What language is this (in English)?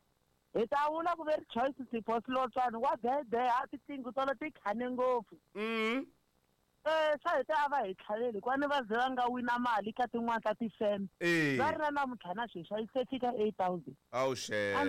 Tsonga